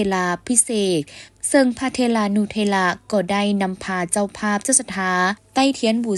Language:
Lao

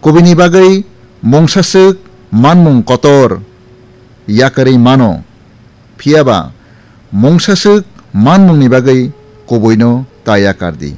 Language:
Kok Borok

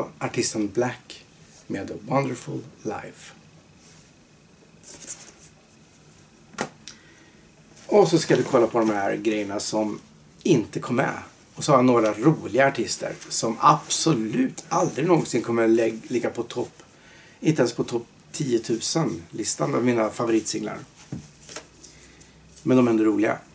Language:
Swedish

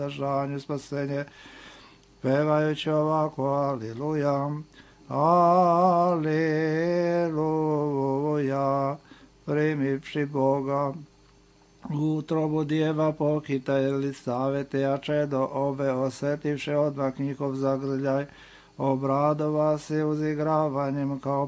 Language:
Serbian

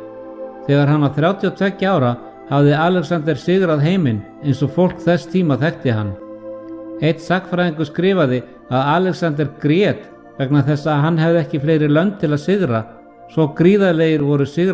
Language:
Icelandic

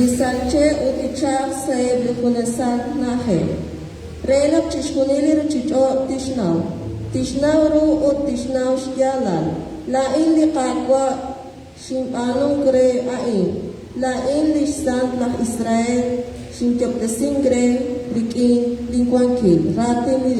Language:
Kekchí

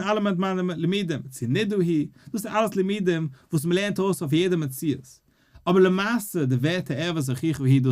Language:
Yiddish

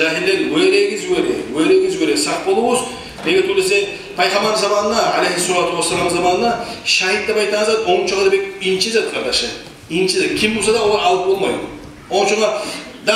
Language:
Kumyk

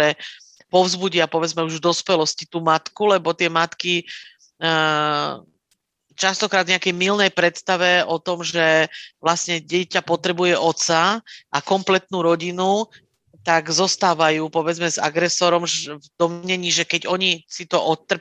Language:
Slovak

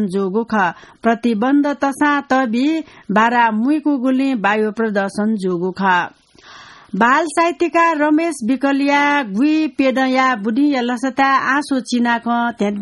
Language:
Newari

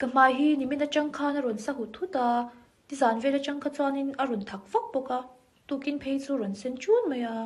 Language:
Mizo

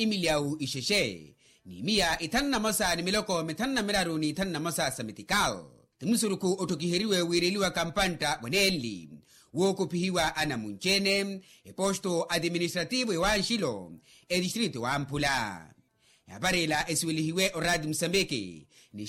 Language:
Makhuwa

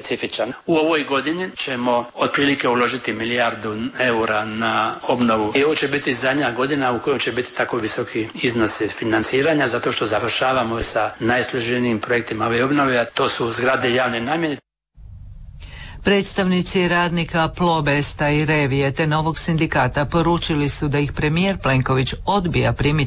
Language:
Croatian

